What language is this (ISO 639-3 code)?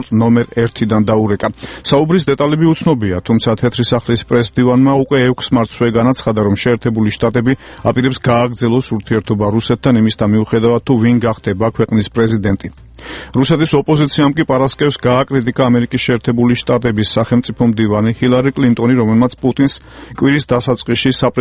kat